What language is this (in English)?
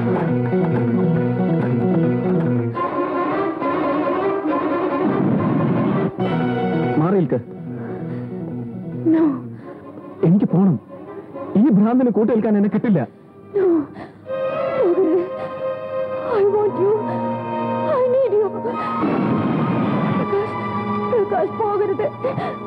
Malayalam